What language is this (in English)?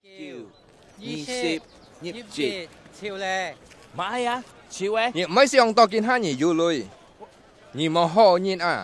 Hakka Chinese